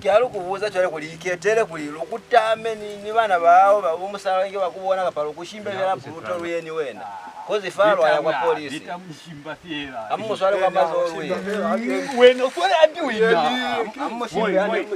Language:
Lozi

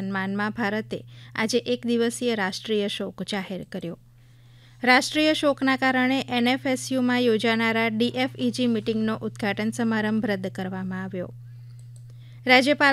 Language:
Gujarati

